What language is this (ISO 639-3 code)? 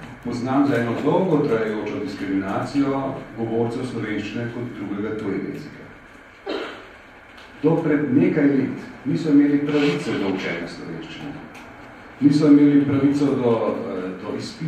slv